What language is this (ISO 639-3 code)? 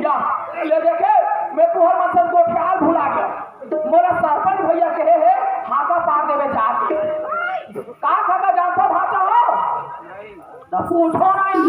hne